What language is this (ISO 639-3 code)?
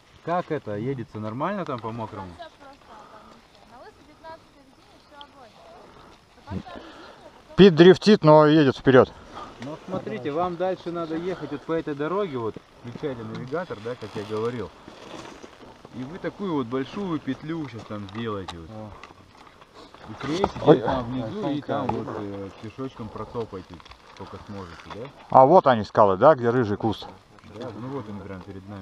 rus